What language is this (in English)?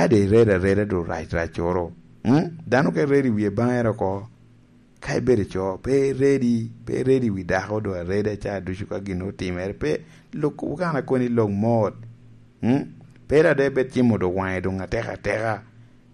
Lango (Uganda)